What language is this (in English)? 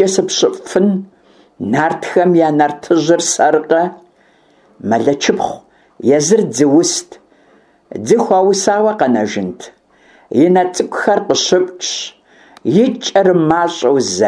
Kabardian